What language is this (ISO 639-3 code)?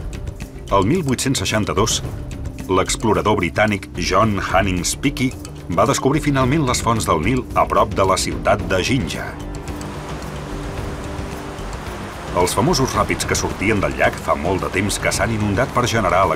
cat